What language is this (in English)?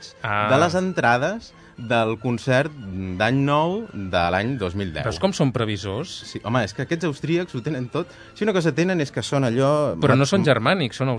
Catalan